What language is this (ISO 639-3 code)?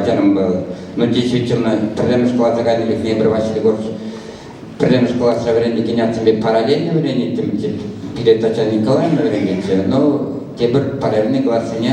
chv